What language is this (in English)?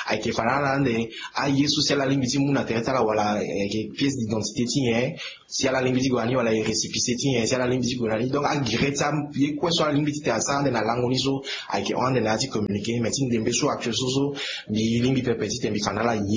Sango